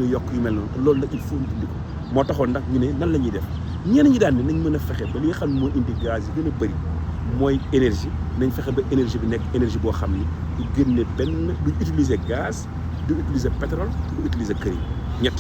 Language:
Wolof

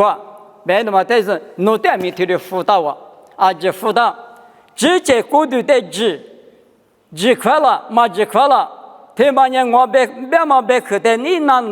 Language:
Lisu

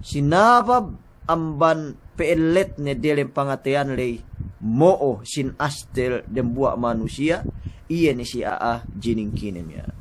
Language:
Yakan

